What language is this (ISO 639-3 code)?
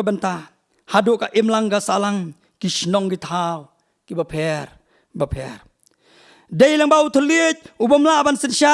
kha